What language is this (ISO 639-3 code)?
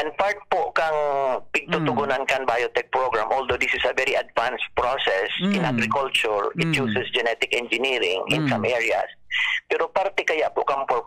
bik